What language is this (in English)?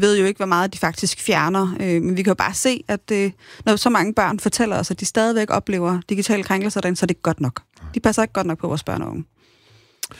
Danish